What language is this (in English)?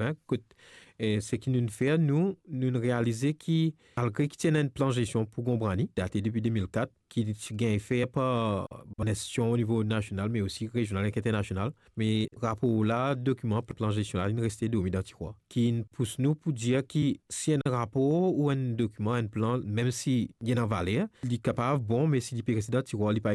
Morisyen